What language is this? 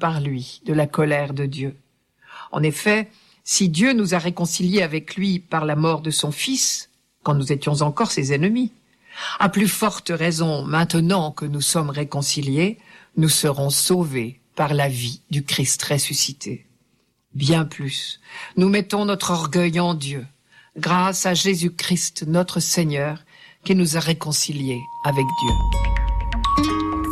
French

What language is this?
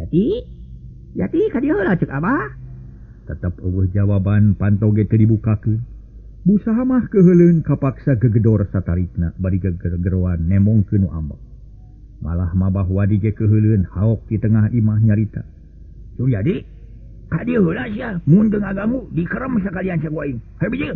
Sundanese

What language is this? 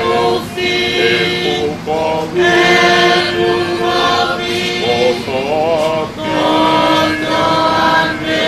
Tongan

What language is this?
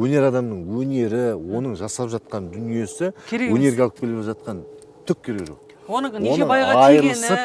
Kazakh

